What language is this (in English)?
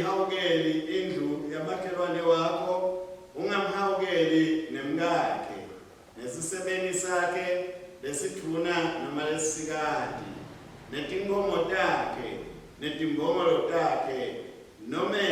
Swati